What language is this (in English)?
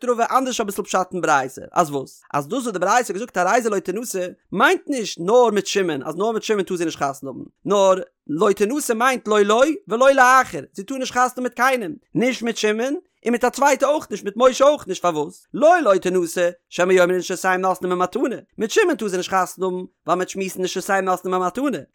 Yiddish